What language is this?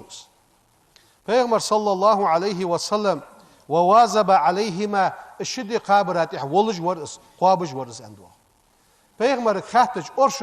Ingush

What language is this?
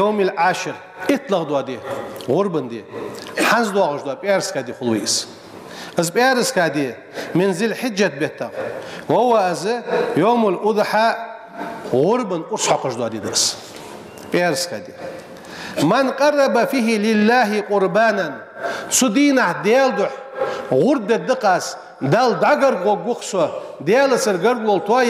Ingush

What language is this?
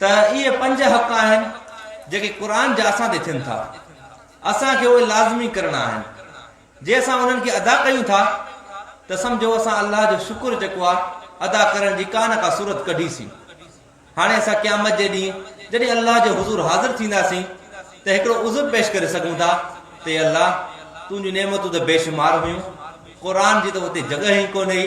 Sindhi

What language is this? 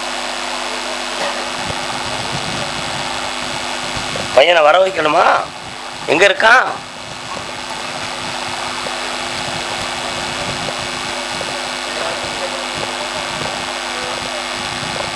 Tamil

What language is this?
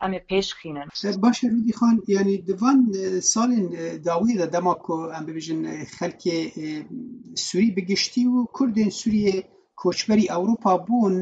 Kurdish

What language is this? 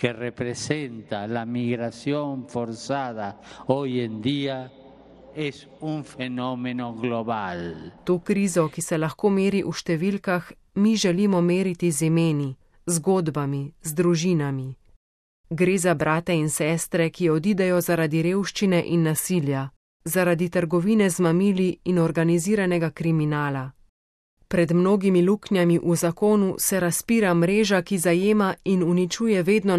Slovenian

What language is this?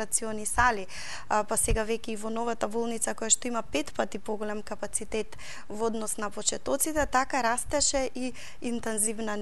Macedonian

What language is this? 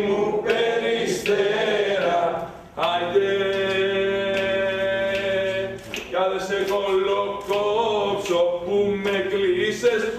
Greek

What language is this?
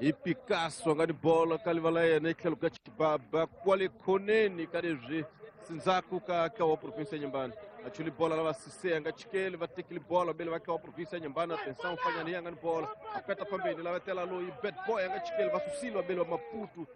Tsonga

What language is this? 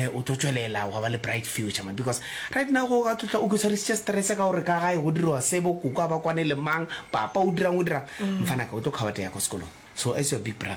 Northern Sotho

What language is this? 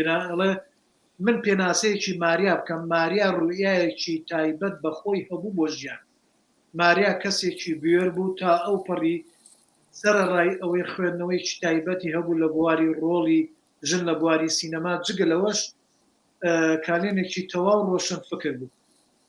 Central Kurdish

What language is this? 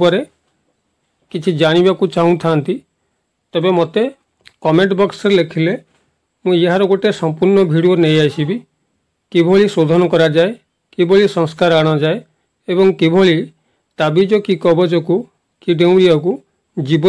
Odia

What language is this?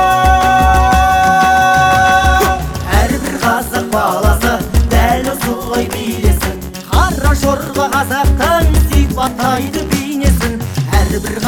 Kazakh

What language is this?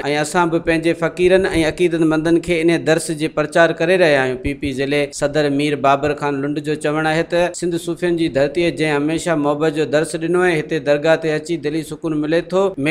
Sindhi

